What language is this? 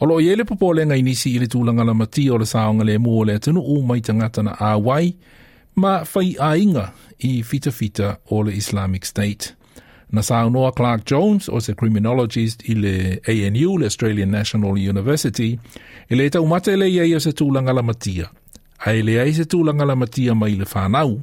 Samoan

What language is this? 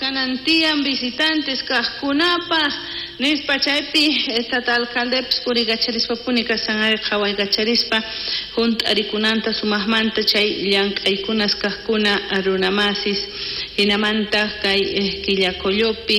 South Bolivian Quechua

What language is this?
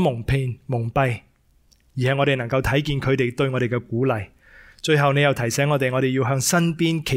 Cantonese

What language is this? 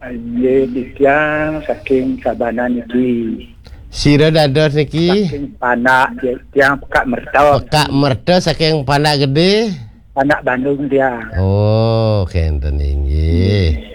Balinese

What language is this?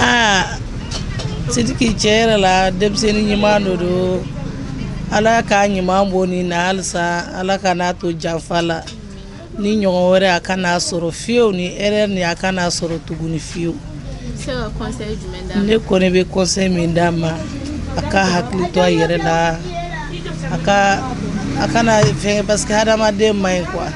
Bambara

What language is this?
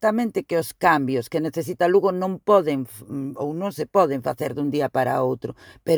Galician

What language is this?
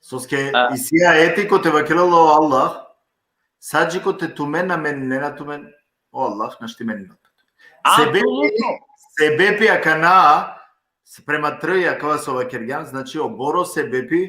Balkan Romani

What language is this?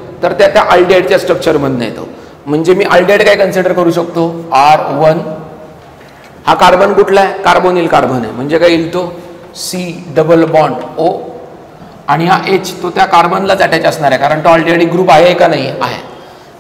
Marathi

